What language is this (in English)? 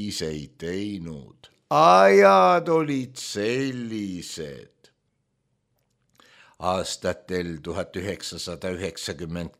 Estonian